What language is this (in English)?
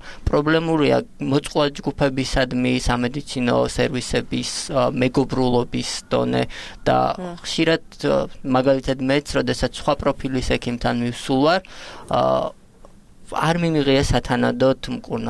Georgian